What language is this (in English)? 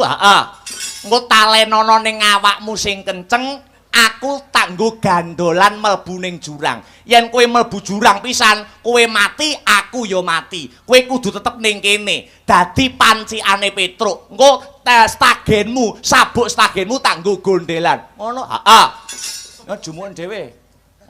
Javanese